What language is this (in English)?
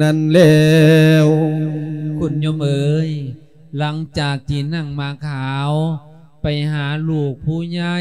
Lao